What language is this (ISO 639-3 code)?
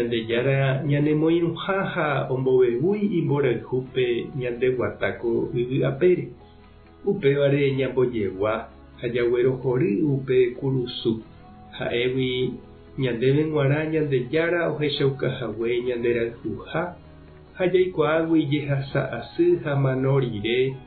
grn